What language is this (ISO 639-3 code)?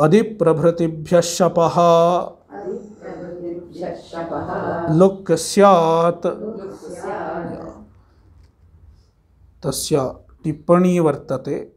san